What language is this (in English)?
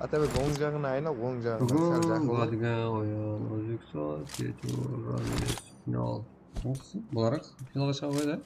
Kara-Kalpak